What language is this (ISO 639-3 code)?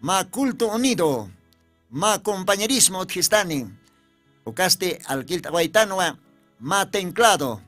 aym